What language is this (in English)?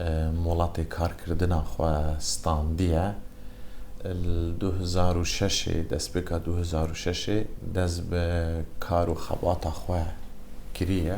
Kurdish